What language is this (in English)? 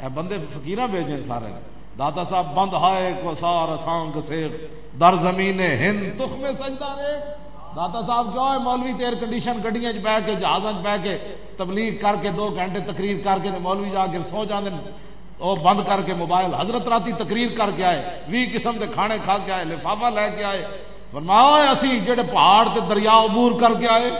Western Panjabi